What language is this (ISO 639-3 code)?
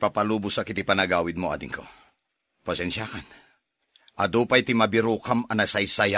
ilo